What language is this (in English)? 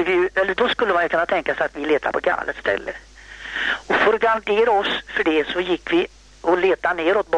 Swedish